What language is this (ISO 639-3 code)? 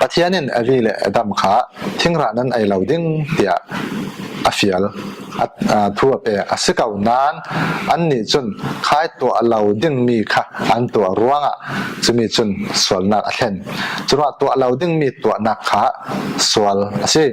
cfm